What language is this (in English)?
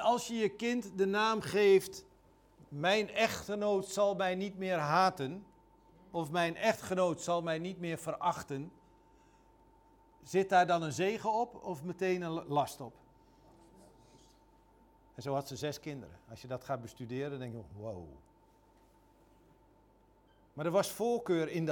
Dutch